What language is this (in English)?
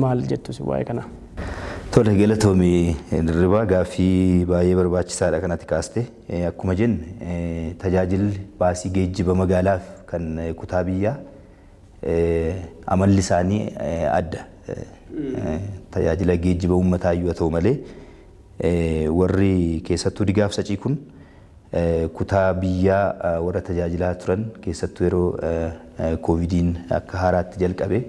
Oromo